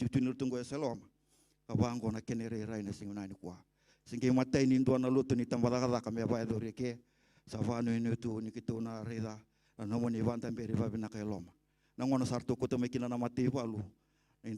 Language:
Fijian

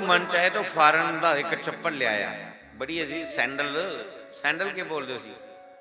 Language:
Dogri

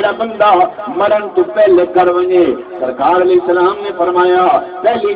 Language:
Saraiki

